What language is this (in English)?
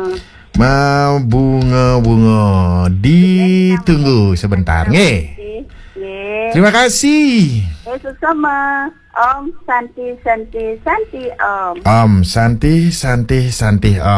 Balinese